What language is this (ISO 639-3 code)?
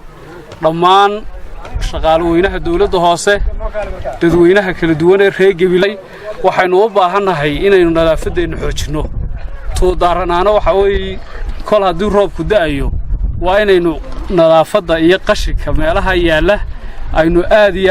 som